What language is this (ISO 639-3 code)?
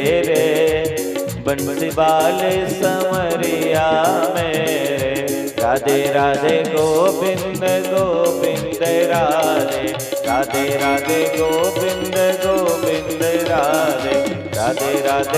doi